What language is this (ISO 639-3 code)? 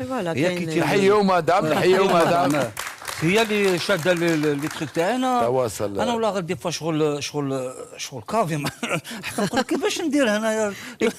arq